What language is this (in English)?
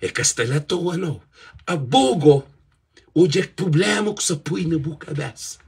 Kabuverdianu